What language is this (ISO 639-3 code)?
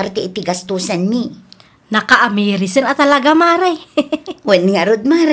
ilo